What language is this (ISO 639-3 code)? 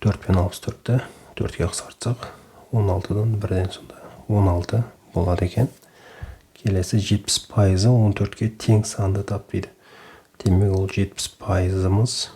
kaz